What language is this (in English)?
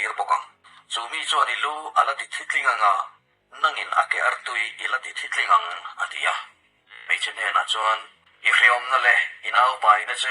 Mizo